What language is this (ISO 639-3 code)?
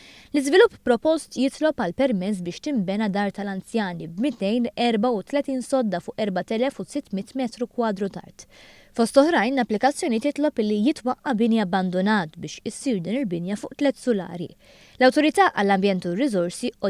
mlt